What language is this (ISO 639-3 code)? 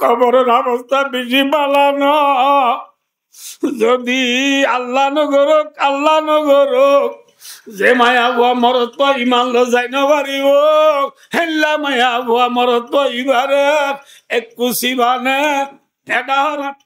rhg